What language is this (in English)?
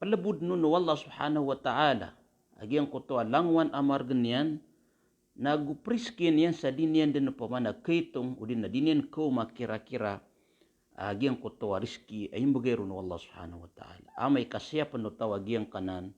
Maranao